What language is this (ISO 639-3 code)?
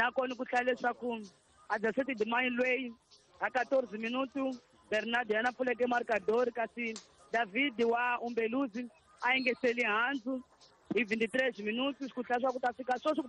tso